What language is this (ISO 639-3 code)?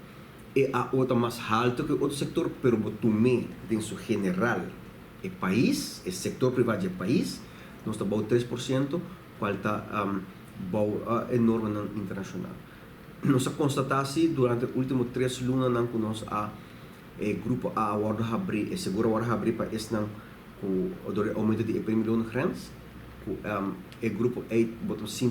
pap